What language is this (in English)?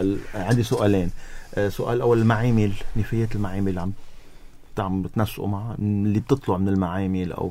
North Levantine Arabic